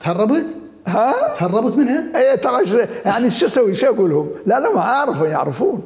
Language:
Mesopotamian Arabic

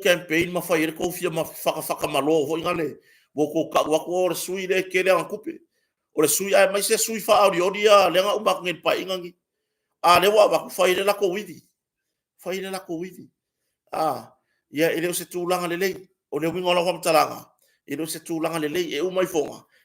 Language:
Samoan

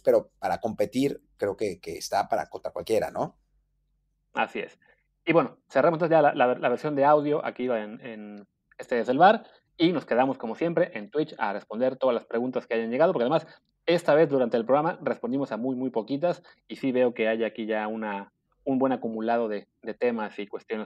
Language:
Spanish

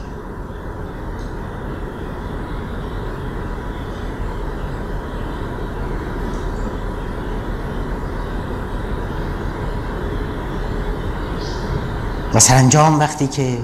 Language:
Persian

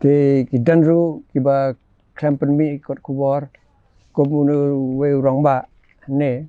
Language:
Khasi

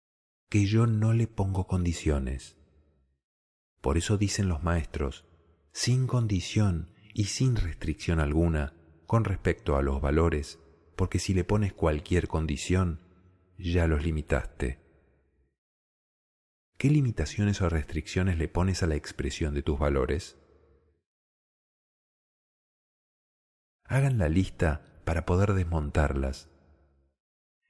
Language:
Spanish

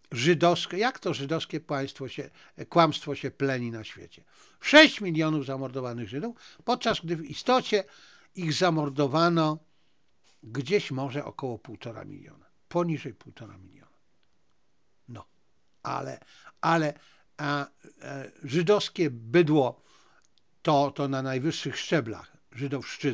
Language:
Polish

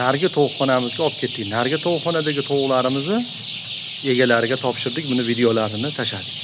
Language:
Uzbek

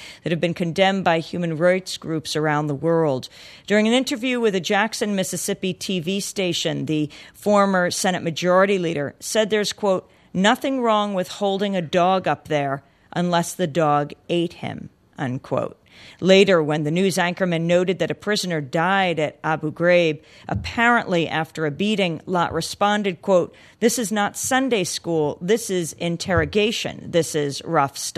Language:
English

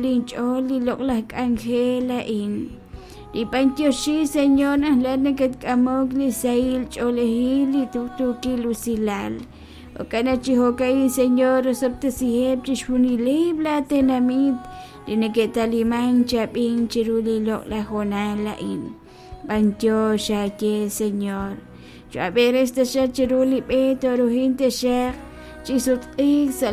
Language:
Kekchí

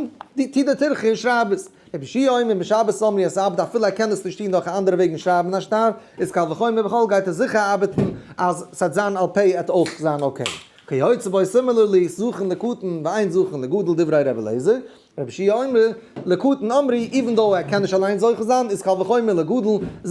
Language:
Yiddish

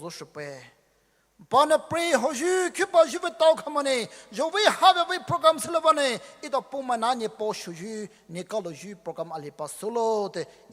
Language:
Poumei Naga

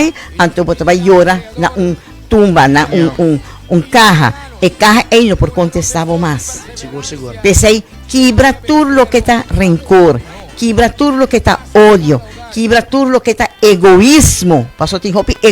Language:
Papiamento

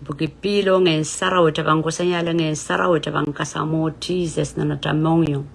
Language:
Pohnpeian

